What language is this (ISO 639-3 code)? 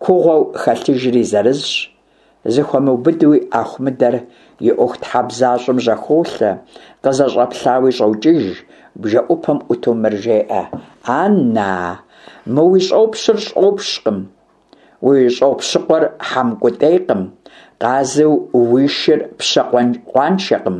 kbd